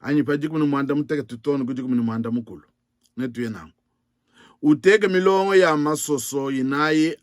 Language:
Luba-Lulua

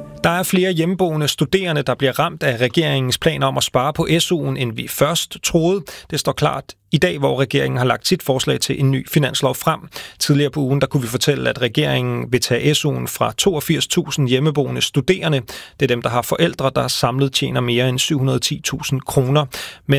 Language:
Danish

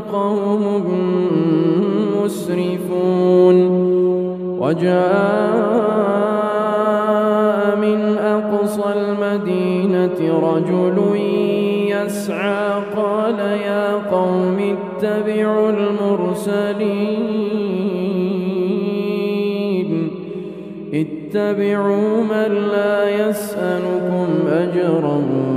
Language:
Arabic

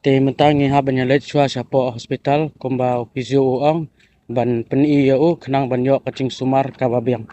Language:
Khasi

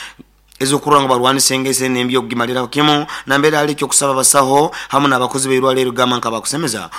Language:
Nyoro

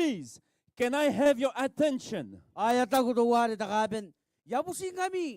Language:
Gilbertese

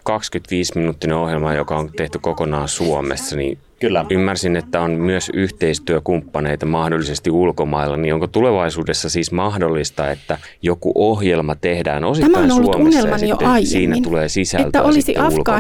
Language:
Finnish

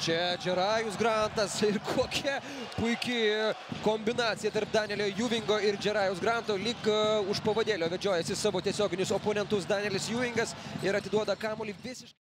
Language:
Lithuanian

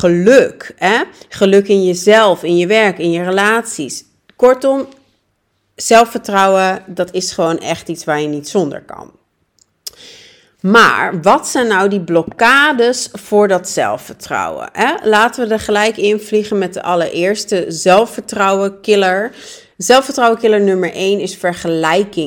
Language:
Dutch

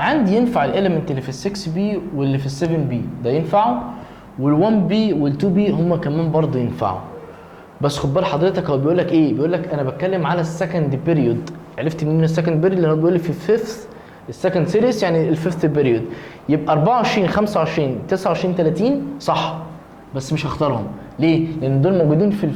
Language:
Egyptian Arabic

